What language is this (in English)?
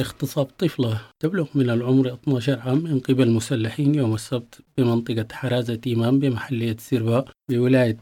Sudanese Arabic